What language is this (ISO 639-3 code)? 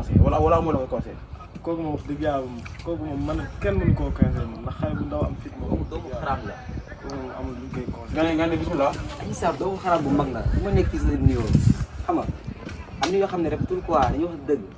wol